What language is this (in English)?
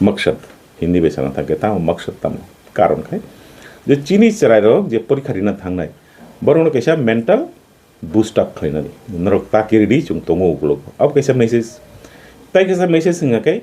Kok Borok